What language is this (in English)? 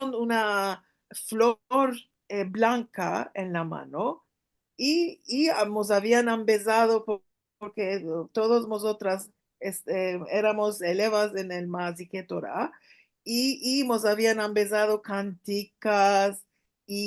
Ladino